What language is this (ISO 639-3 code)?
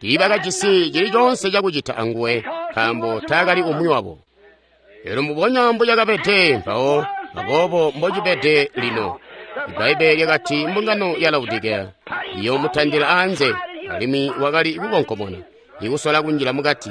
toi